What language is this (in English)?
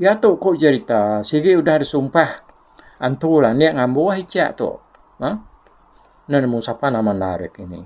Iban